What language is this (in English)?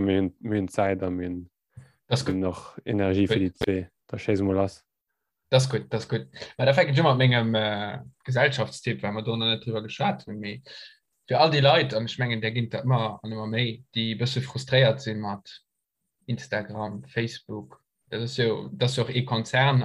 Luxembourgish